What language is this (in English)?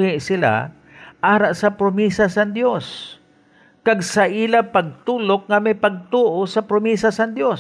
Hiligaynon